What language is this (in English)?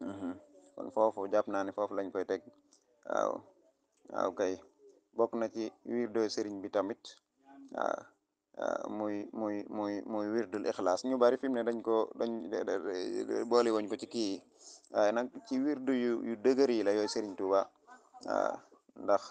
Wolof